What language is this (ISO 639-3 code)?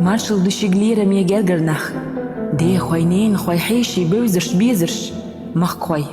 che